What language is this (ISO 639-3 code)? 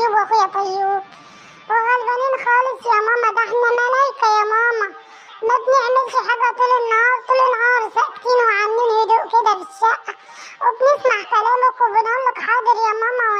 arz